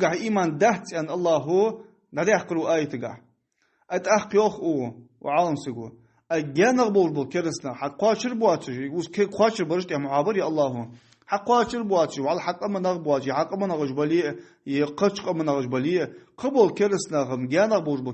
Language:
Ingush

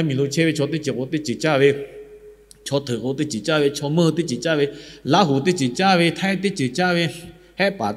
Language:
Lahu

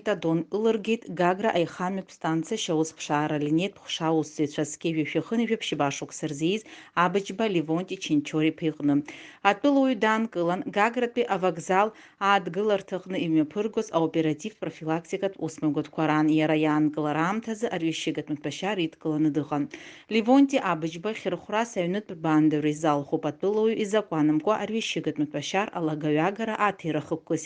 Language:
Abkhazian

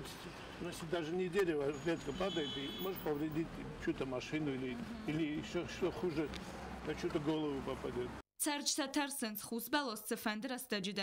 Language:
Ossetic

